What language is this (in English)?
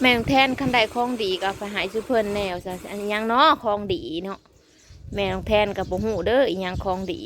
Northeastern Thai